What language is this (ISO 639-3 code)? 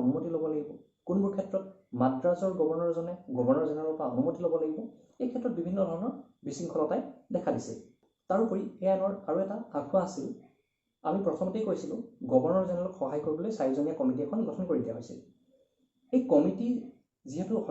asm